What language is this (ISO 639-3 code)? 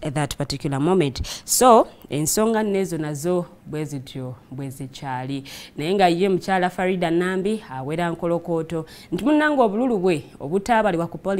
lug